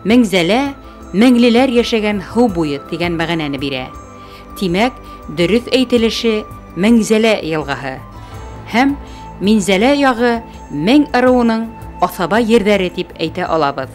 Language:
Bashkir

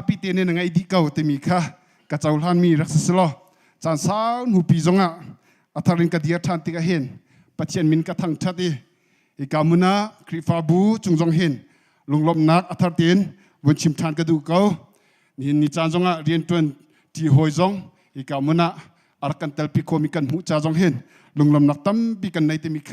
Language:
Hakha Chin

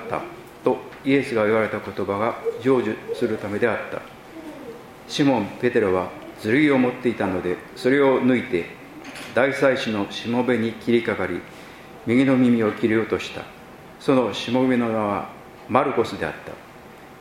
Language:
Japanese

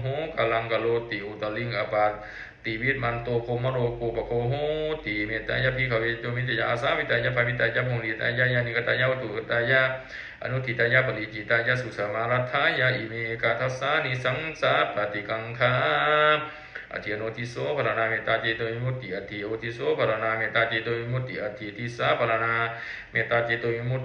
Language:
Pali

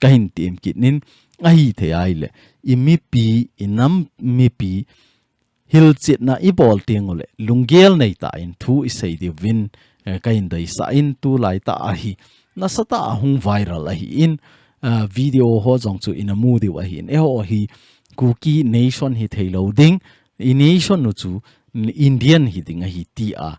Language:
Thado Chin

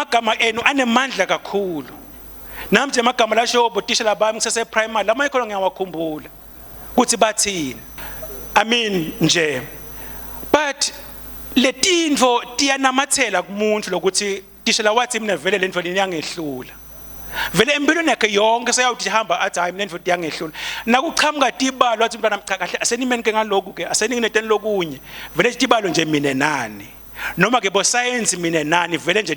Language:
Swati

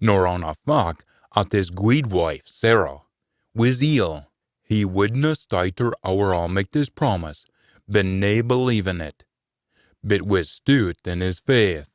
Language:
Scots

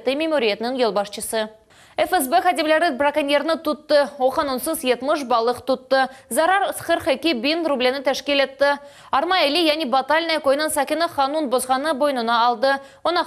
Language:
Crimean Tatar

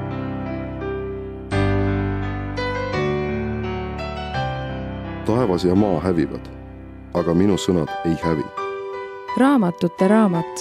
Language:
Estonian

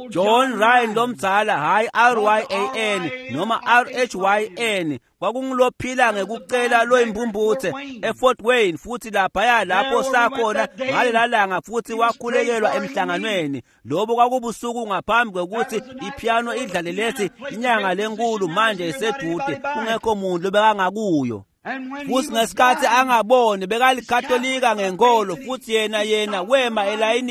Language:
Swati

